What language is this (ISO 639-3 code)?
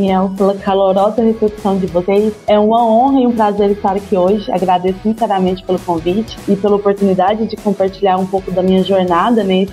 por